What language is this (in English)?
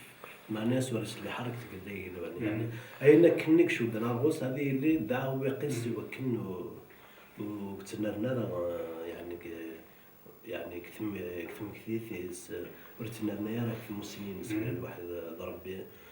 Kabyle